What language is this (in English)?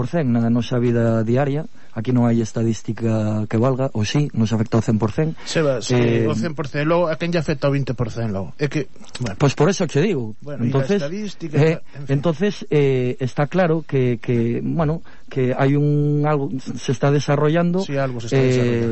Galician